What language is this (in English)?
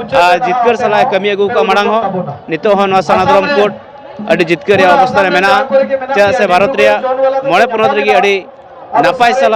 Santali